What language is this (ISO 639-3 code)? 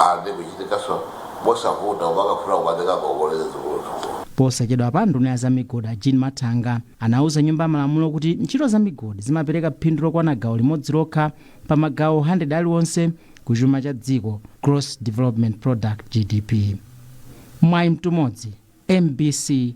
nya